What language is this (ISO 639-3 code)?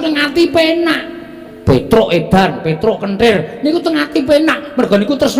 jav